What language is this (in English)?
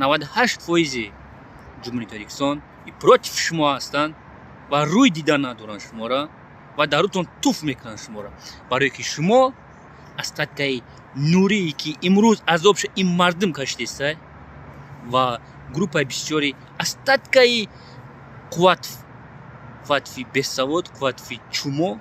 Tajik